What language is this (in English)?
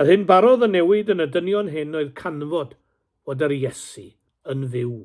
Welsh